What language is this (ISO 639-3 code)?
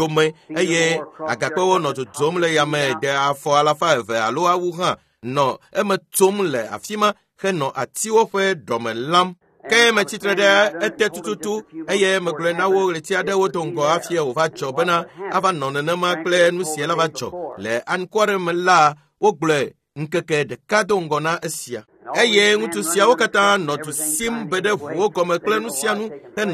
ewe